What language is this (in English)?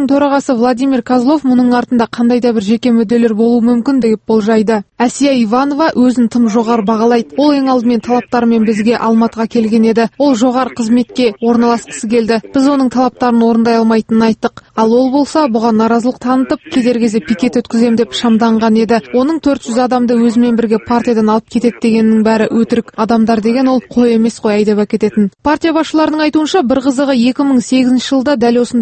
Kazakh